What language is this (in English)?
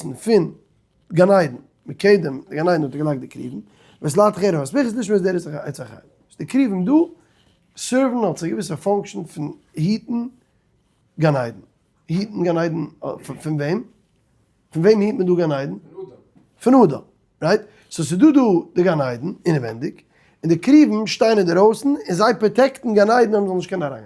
Yiddish